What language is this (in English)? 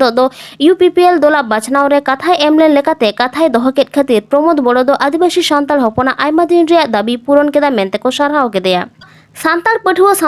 Santali